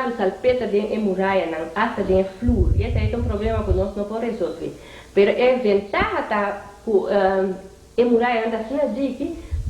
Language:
Papiamento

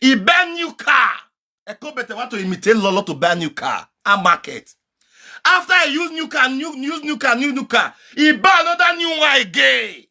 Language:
Nigerian Pidgin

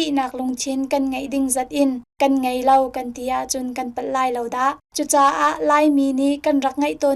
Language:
Hakha Chin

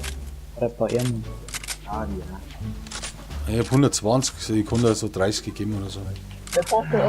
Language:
Bavarian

